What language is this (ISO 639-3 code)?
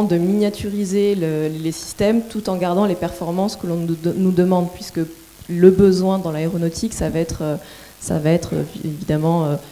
fra